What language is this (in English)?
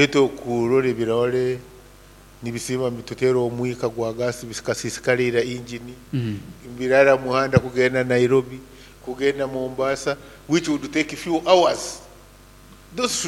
Nyoro